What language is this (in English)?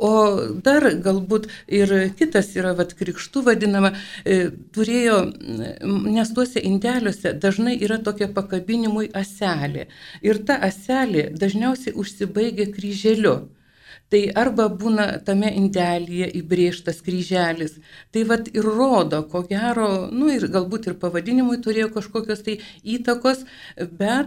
Lithuanian